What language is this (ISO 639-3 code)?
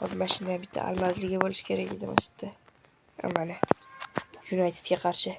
uzb